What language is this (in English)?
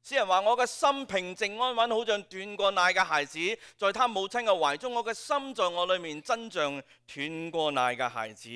Cantonese